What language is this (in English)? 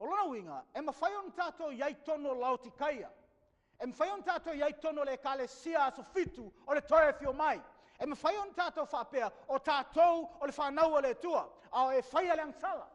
Samoan